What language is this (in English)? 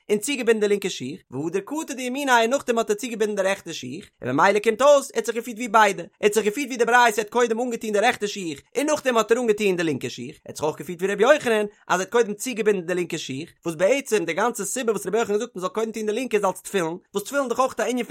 Yiddish